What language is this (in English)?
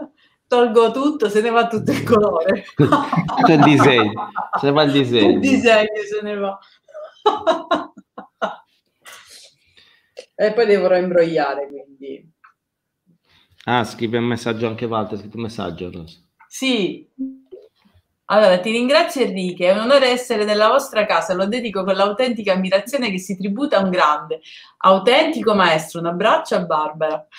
Italian